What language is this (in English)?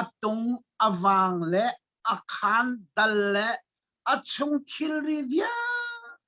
Hakha Chin